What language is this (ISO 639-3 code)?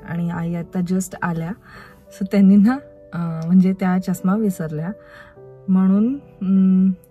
mar